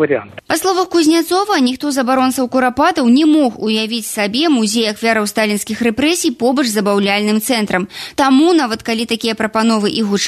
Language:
Belarusian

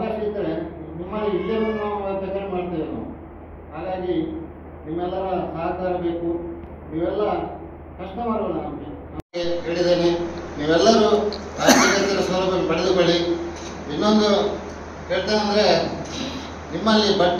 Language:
Kannada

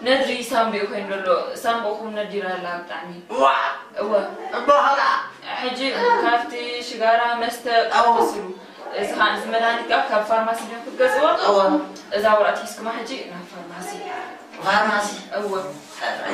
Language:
Tigrinya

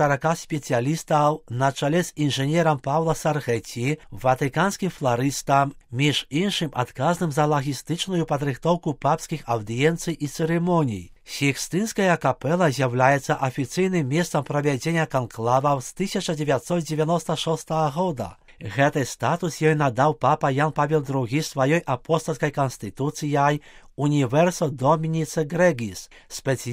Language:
Belarusian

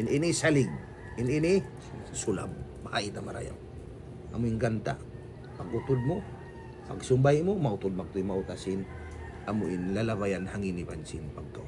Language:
Tausug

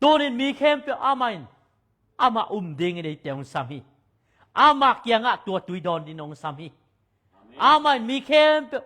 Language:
Tedim Chin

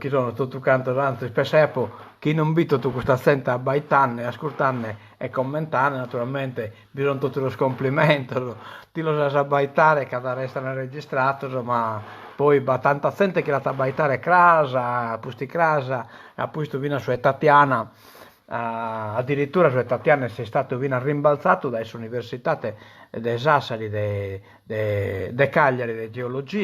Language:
Sardinian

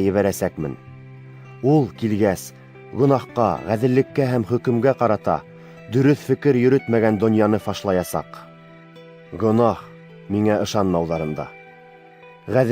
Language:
Bashkir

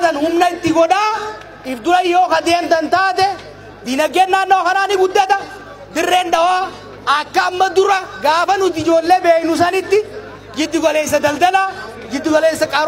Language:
Oromo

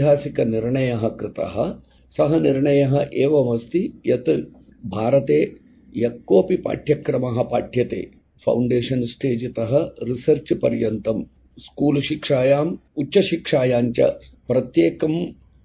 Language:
Sanskrit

